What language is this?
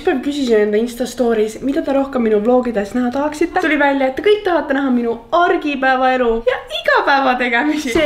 Estonian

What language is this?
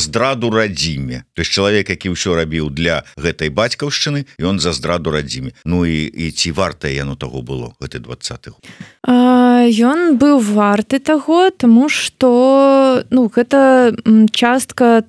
Belarusian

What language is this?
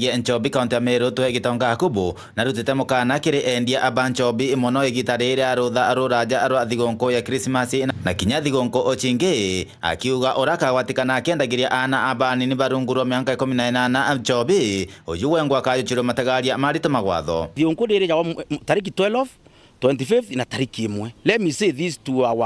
Meru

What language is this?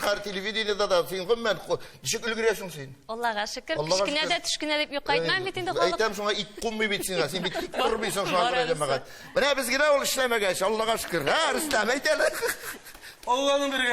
Tatar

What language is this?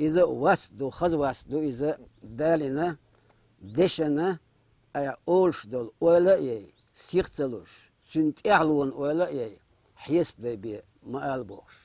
Chechen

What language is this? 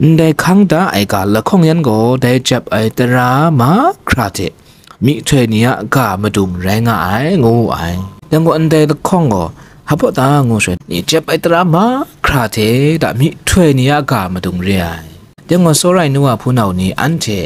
Kachin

